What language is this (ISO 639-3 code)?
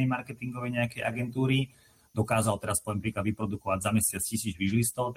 slk